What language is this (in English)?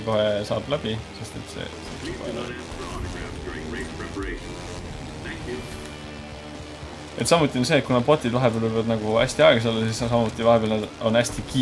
Estonian